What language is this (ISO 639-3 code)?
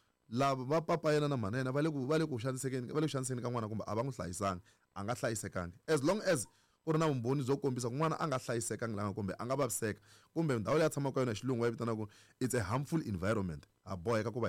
tso